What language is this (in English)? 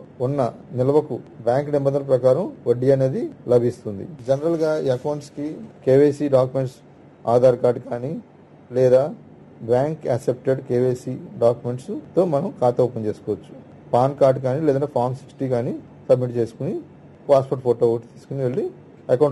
Telugu